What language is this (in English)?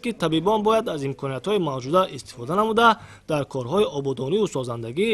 Tajik